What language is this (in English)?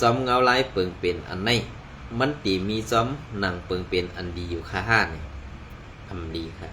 Shan